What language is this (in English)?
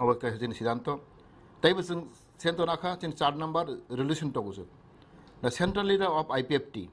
Kok Borok